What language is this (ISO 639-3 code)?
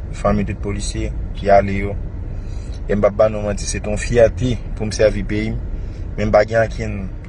hat